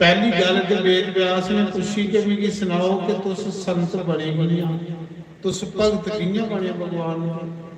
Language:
Dogri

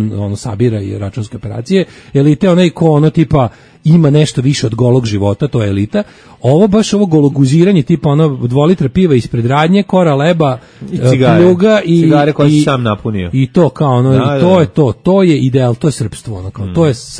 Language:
Serbian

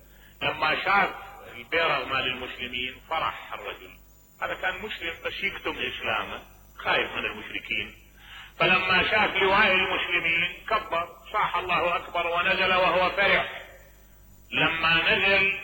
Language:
Mesopotamian Arabic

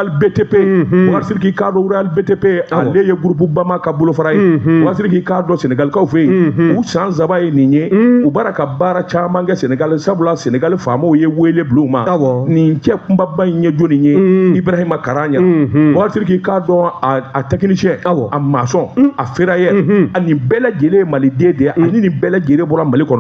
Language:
Bambara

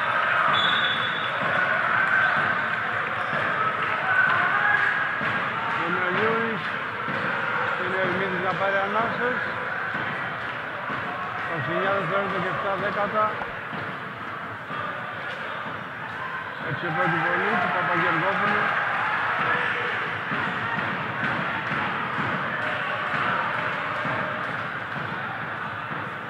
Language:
Greek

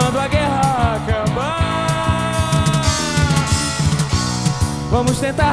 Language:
Portuguese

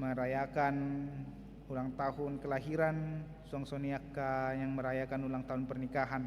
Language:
Batak Toba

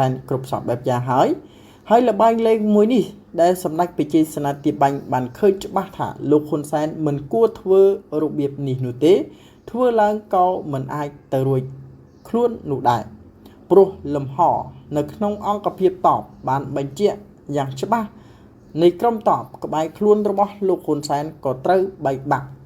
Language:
Khmer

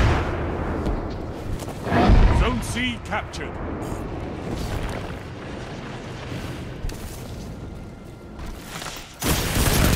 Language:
English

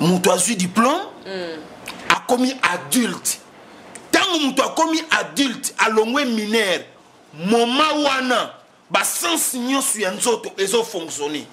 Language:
Lingala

